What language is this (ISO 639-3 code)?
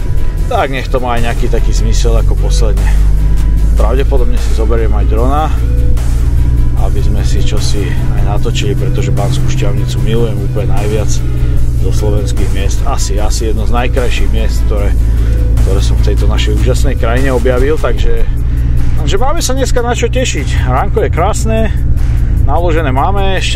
slk